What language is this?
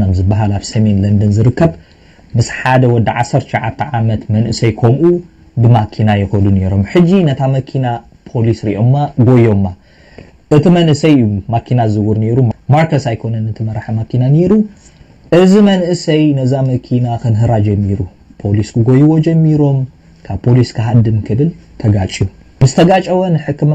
Tigrinya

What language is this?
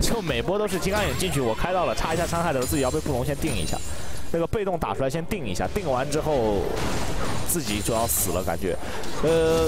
Chinese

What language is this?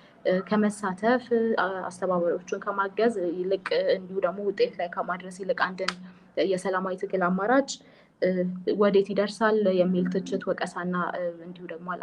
Amharic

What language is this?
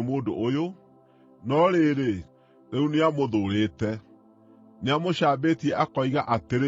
Kikuyu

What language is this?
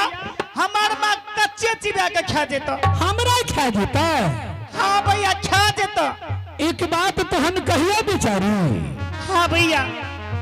Angika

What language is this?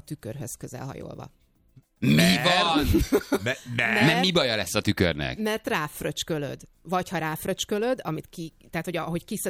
Hungarian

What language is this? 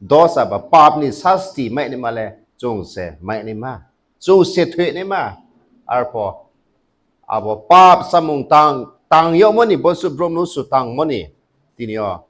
Riang (India)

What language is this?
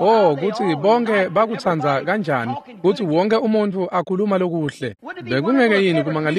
Swati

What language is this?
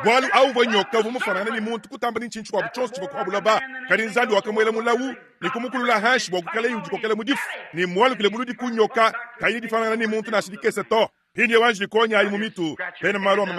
Luba-Lulua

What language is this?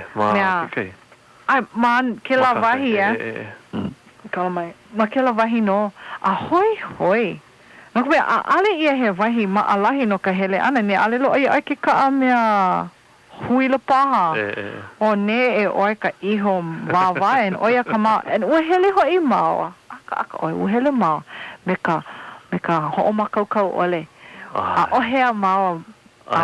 Hawaiian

